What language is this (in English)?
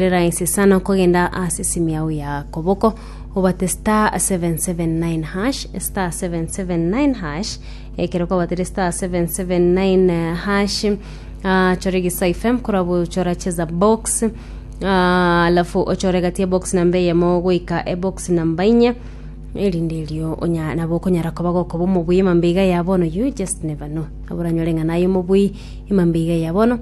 Gusii